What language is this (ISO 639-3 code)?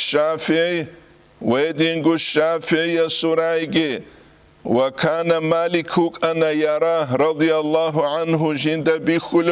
ava